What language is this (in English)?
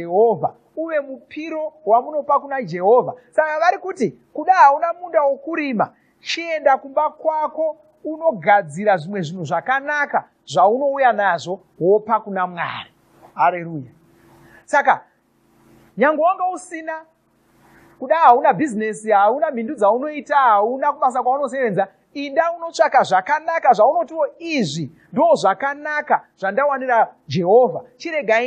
Shona